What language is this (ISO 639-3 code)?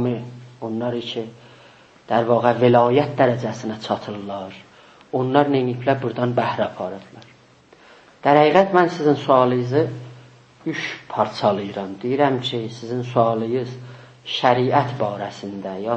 azb